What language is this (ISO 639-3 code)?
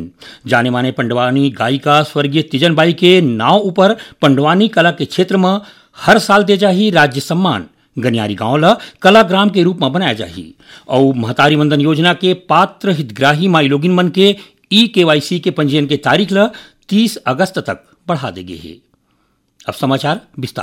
hne